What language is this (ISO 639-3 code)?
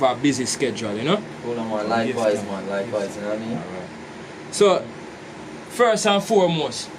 jam